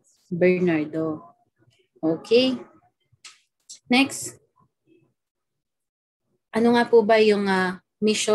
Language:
Filipino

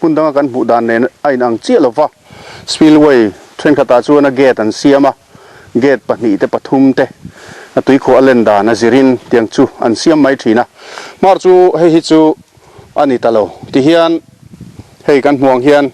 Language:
Mizo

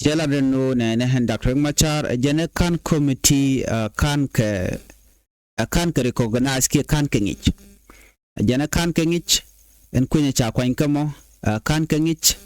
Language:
Nuer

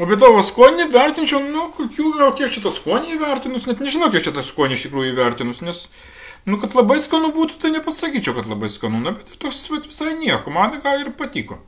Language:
Lithuanian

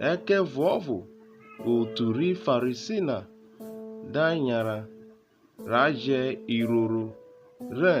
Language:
Urhobo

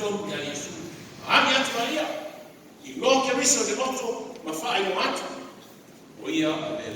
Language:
Samoan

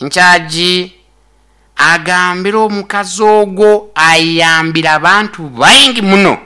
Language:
Nyoro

